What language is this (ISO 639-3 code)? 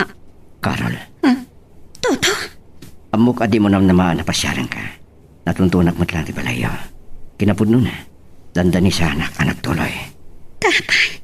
ilo